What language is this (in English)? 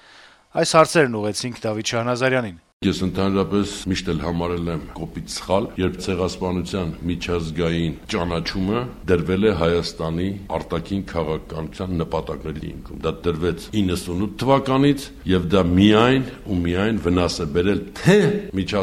Armenian